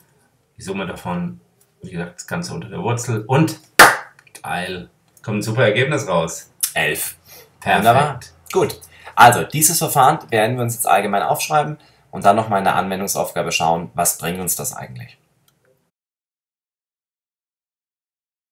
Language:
German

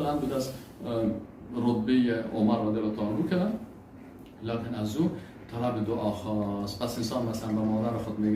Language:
Persian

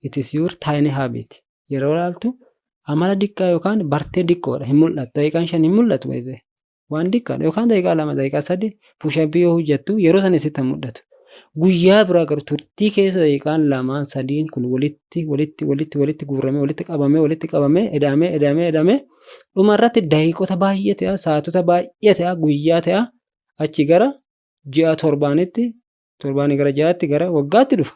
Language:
Oromo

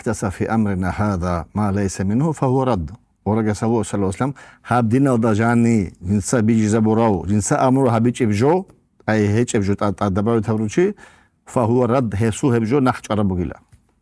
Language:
Avaric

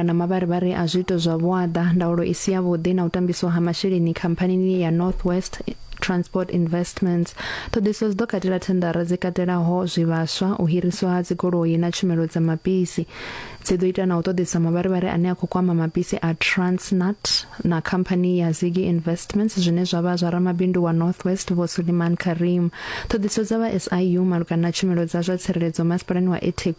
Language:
Venda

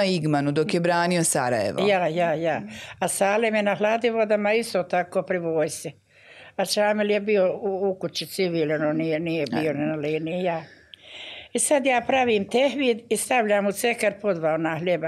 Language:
Bosnian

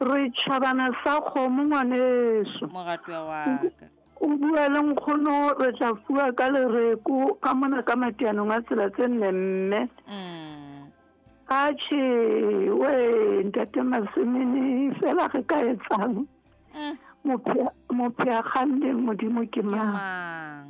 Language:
Southern Sotho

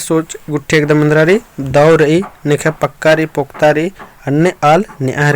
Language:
Kurukh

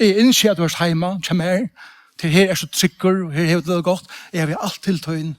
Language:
Faroese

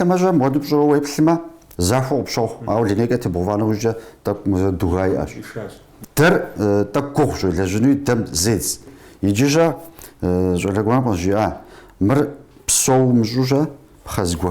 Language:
Kabardian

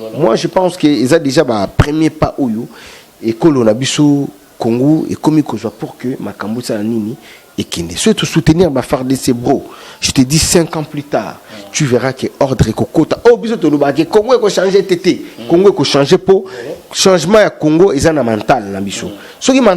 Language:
Lingala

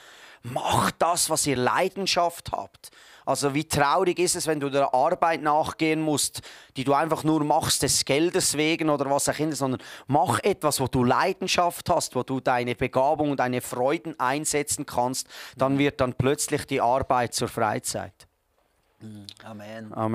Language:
Swiss German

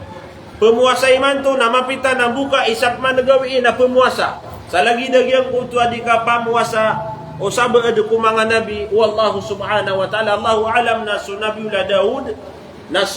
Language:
Maranao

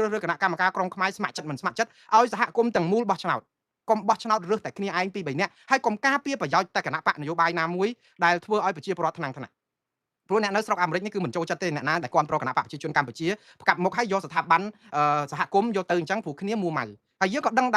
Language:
Khmer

